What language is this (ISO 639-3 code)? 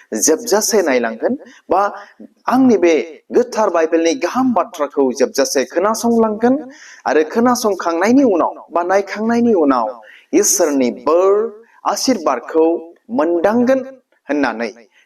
brx